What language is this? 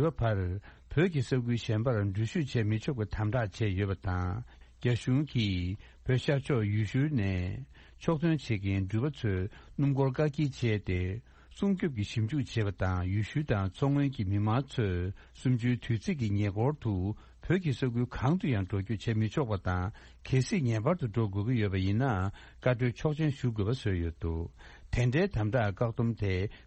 Tibetan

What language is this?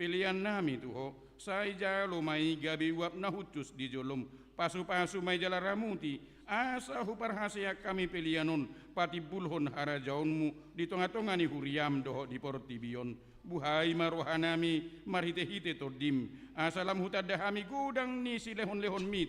Batak Toba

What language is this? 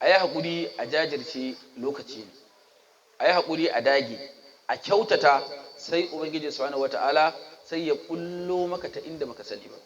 Hausa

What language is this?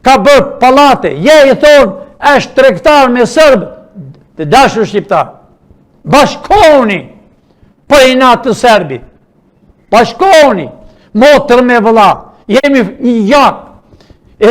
Albanian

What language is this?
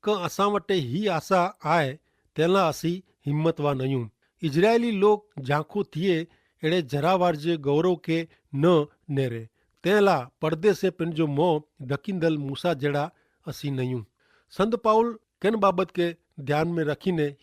Kachhi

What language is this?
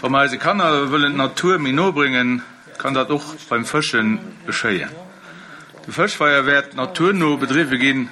Luxembourgish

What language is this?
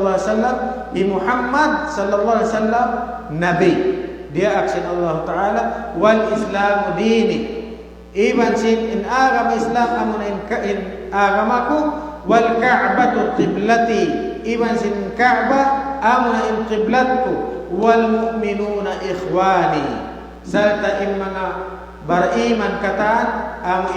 Tausug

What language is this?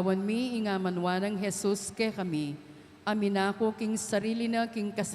Pampanga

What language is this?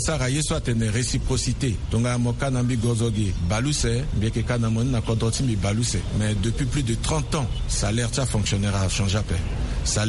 Sango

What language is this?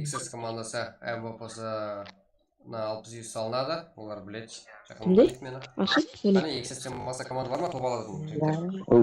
Kara-Kalpak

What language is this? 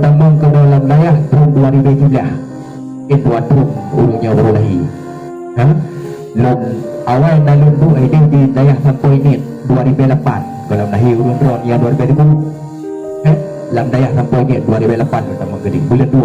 Achinese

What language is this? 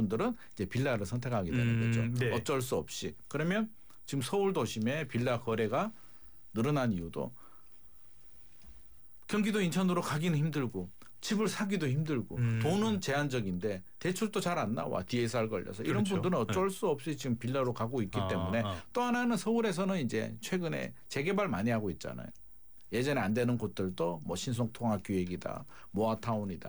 Korean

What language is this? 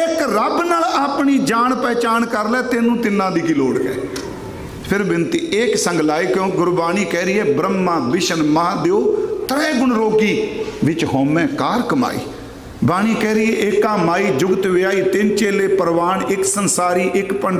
Punjabi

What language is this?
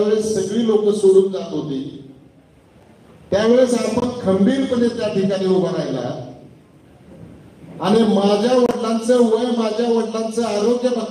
Marathi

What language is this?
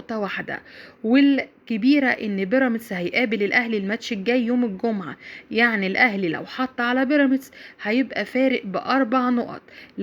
Egyptian Arabic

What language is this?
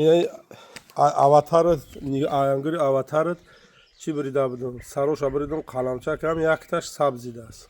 Tajik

